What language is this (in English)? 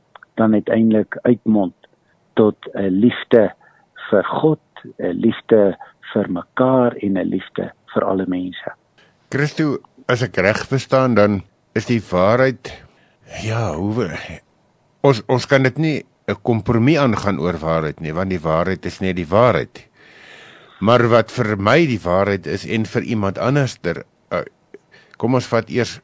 Afrikaans